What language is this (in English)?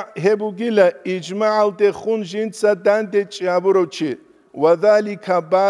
Avaric